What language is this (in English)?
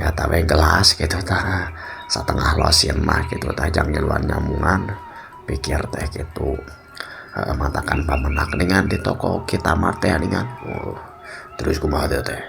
Sundanese